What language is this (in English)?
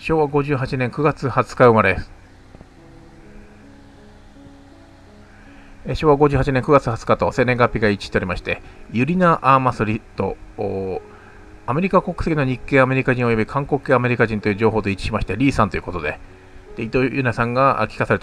Japanese